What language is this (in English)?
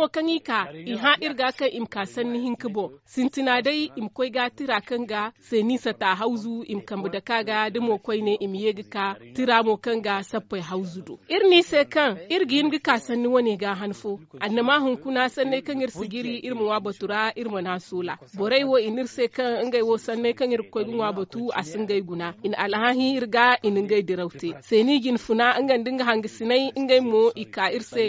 Zarma